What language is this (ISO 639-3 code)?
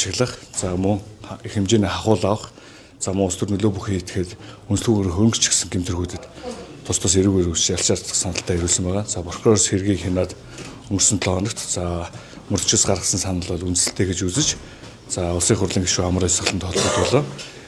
mon